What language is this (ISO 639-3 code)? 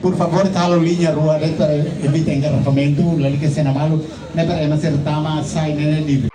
tet